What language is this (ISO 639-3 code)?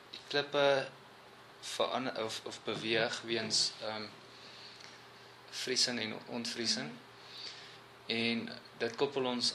afr